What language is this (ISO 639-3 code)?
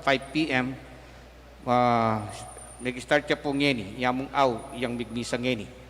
pam